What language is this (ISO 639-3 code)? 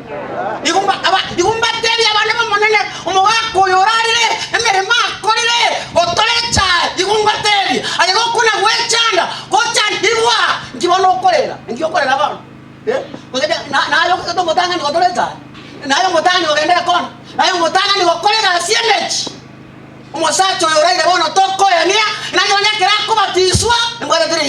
guz